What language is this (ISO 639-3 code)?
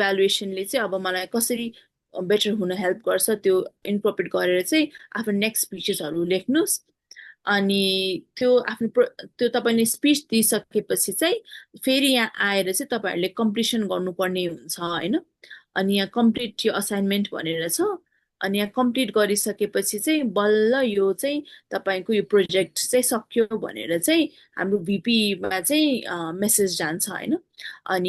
nep